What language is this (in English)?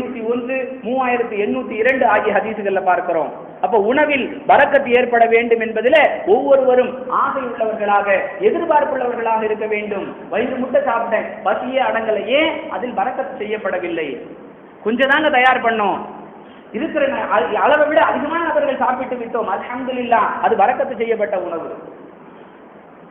Tamil